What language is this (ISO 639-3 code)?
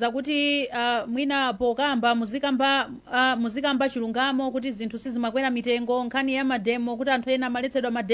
nya